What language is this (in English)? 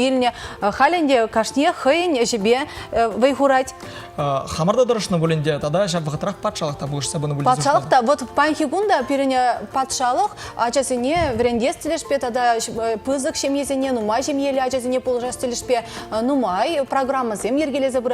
Chuvash